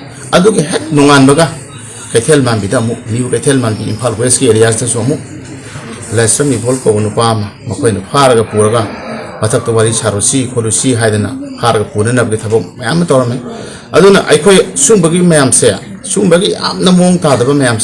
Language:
Manipuri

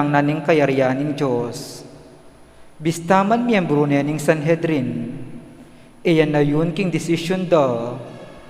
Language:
Pampanga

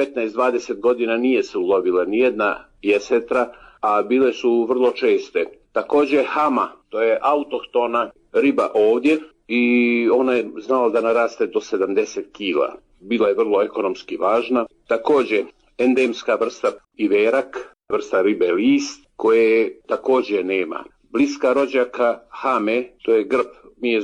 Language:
Bosnian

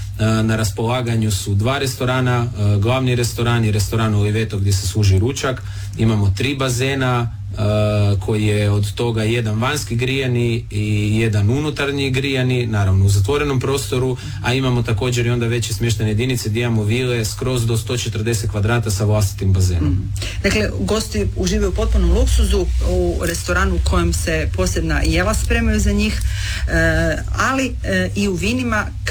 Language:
Croatian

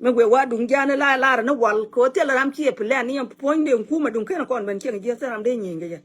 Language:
Nuer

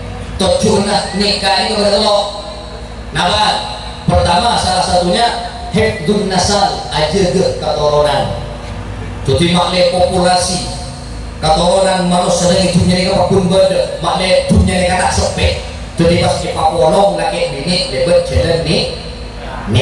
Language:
Madurese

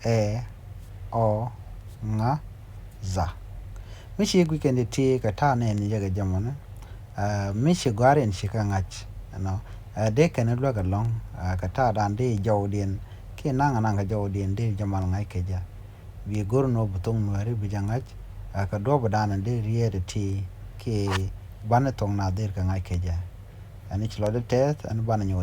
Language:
Nuer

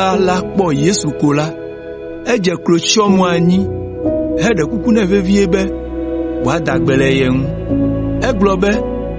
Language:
Ewe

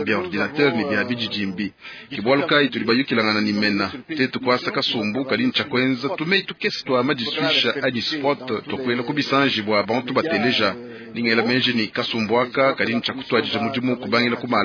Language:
Luba-Lulua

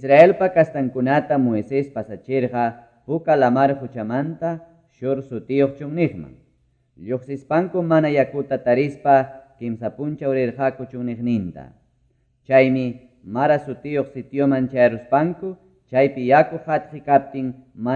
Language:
Ayacucho Quechua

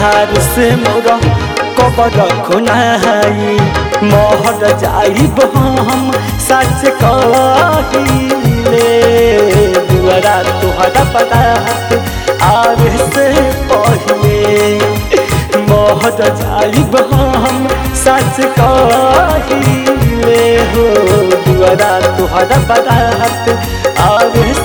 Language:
Bhojpuri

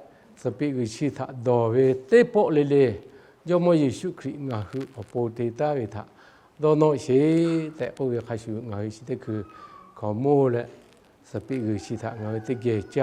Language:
Lahu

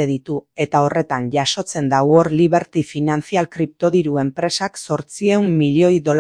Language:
Basque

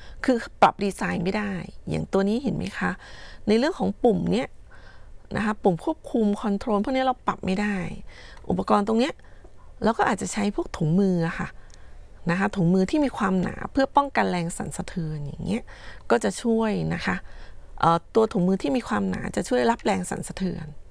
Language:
Thai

